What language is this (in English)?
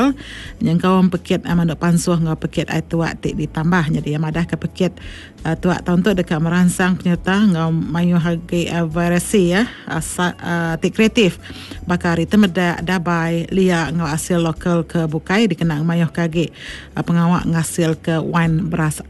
Iban